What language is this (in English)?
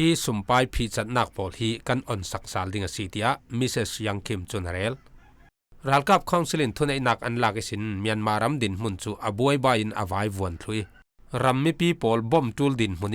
Falam Chin